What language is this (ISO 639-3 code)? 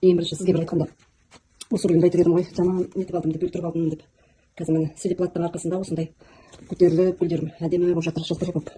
kaz